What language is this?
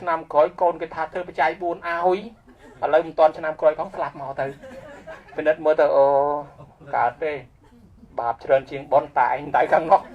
Khmer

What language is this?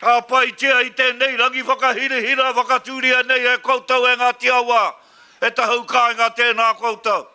Māori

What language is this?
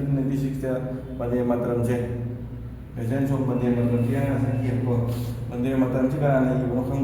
Manipuri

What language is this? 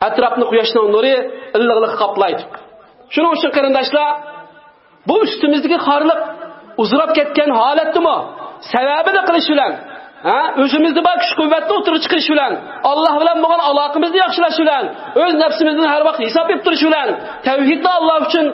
Uyghur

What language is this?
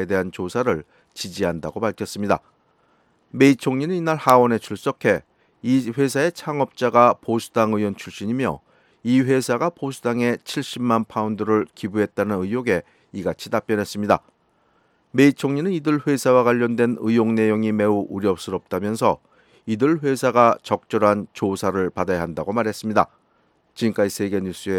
Korean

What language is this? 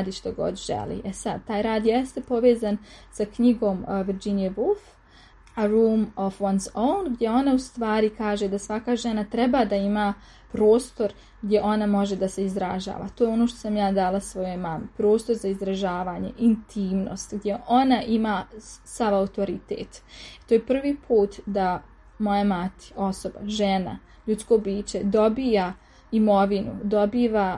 Serbian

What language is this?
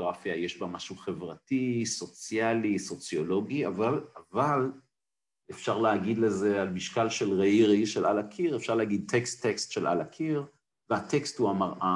Hebrew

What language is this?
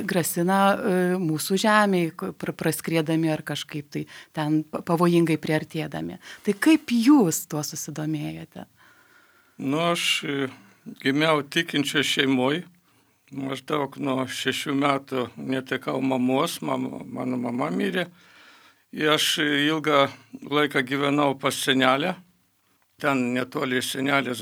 Lithuanian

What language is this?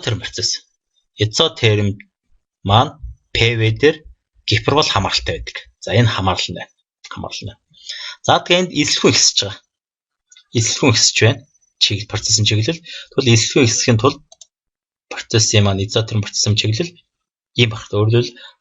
Mongolian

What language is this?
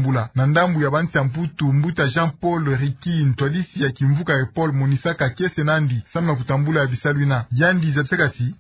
Kituba (Democratic Republic of Congo)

